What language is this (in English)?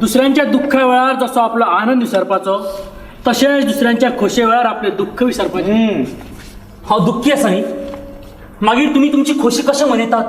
Konkani